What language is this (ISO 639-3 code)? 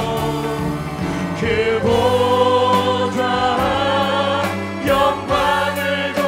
kor